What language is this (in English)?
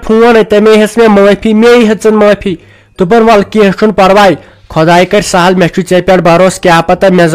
Kashmiri